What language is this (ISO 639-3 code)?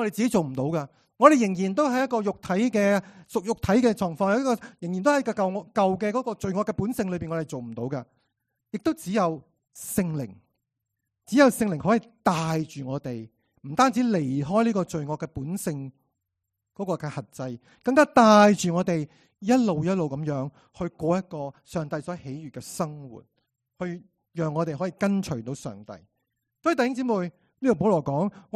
yue